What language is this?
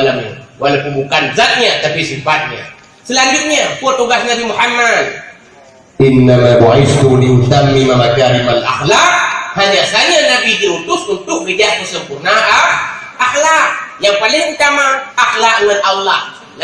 Achinese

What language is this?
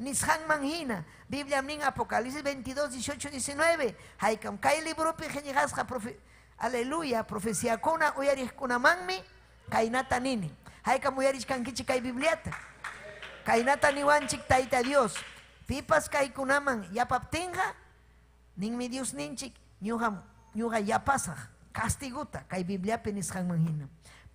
Ayacucho Quechua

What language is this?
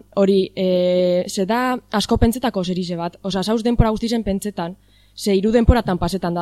Basque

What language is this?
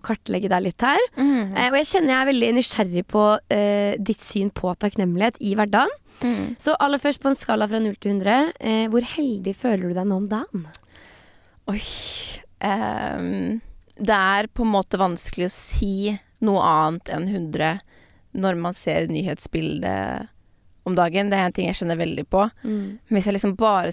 Norwegian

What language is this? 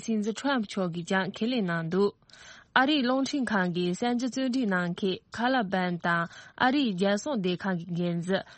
Tibetan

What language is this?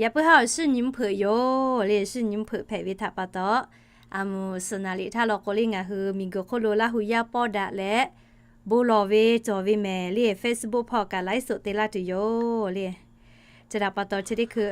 Lahu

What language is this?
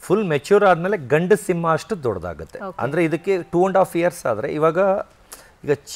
Kannada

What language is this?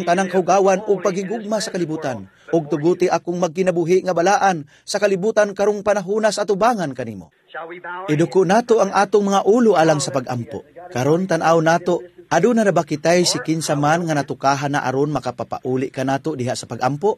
Cebuano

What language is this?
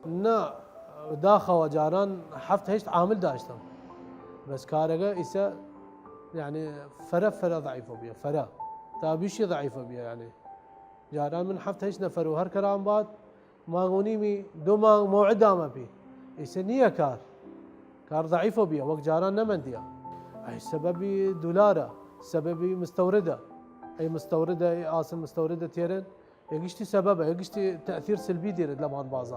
Southern Kurdish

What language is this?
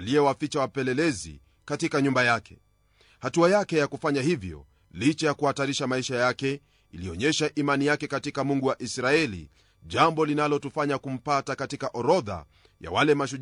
Swahili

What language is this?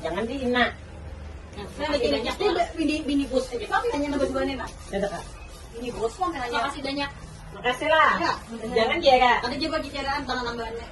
Banjar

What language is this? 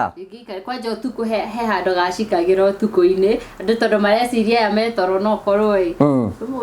Kikuyu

